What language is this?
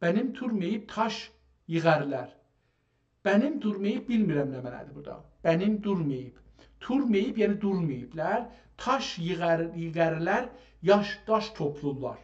South Azerbaijani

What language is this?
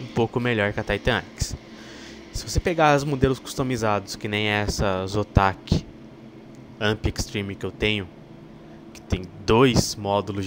Portuguese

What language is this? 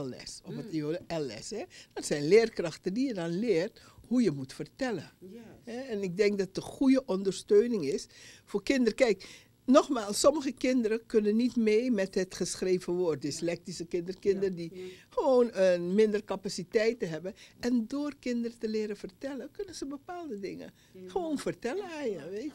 Dutch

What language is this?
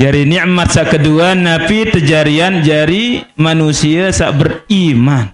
Sasak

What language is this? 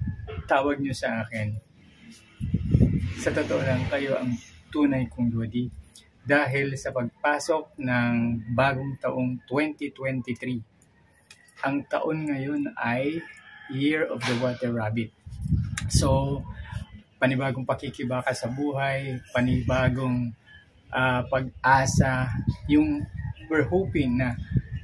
Filipino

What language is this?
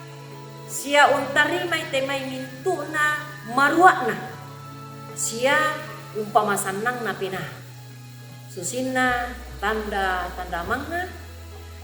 Toraja-Sa'dan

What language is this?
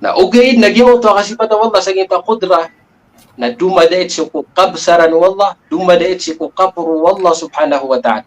Maranao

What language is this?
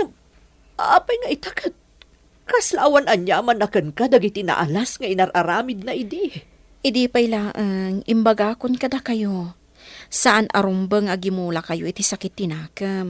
Iloko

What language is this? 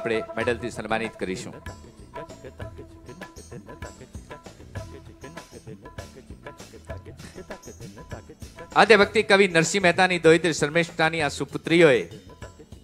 Gujarati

